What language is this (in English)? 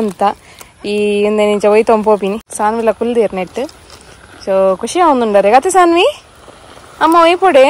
Tulu